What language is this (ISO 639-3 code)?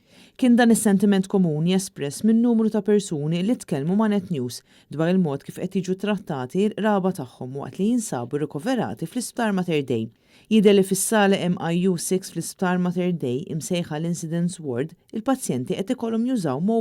mlt